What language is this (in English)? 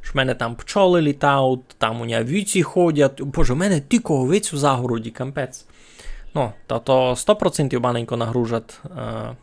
Rusyn